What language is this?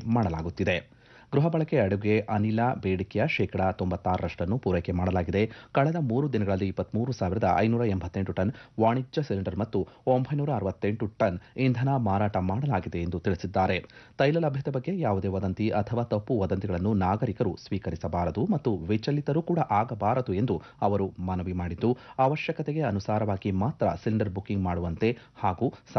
Kannada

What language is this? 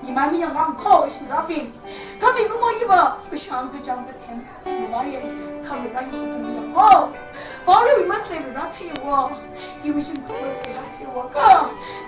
Tangkhul Naga (India)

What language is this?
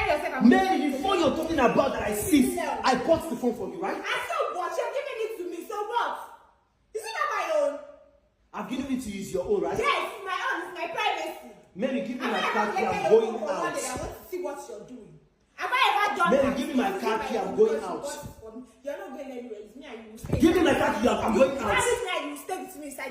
Nigerian Pidgin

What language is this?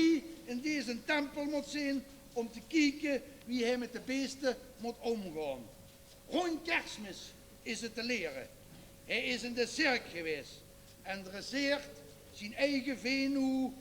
Limburgish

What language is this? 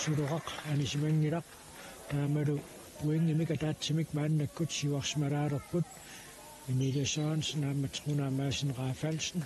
Kalaallisut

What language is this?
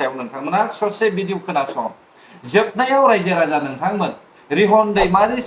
Bodo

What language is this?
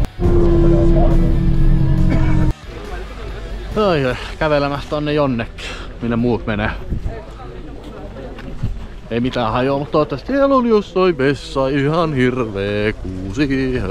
Finnish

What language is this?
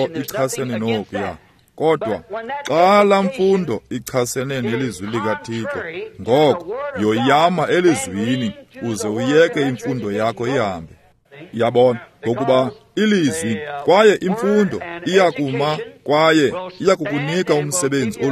Xhosa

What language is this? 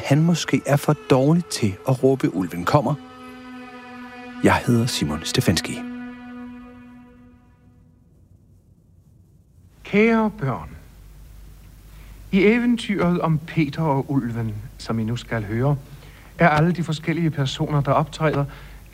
Danish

